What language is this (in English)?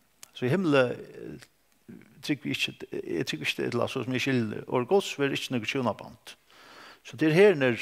Faroese